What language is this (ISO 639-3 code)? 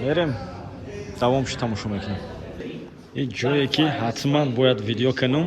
tgk